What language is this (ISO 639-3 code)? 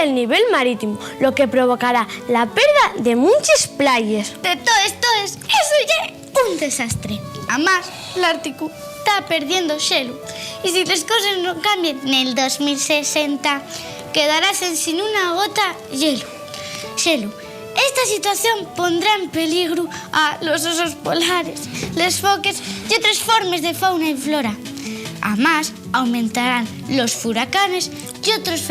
ast